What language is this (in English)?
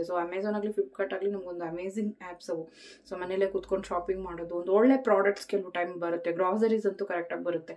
Kannada